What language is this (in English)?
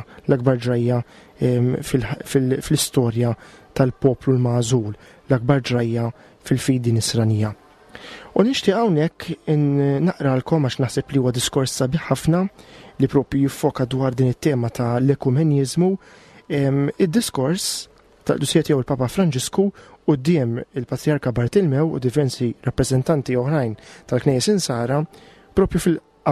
Maltese